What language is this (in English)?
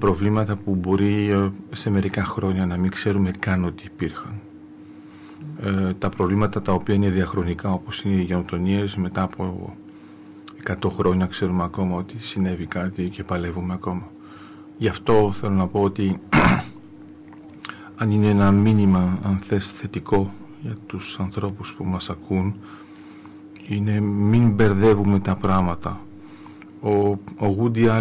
Greek